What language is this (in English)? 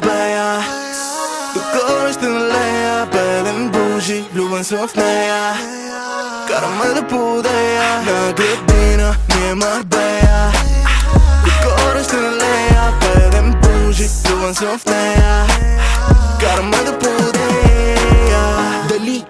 Bulgarian